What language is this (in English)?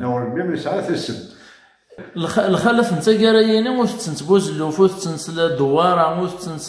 Kabyle